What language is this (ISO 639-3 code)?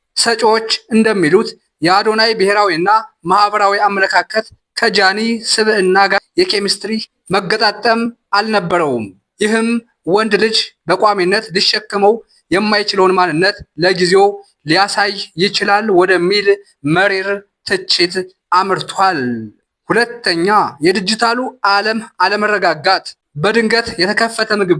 amh